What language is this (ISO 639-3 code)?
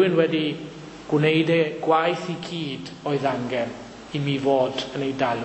cym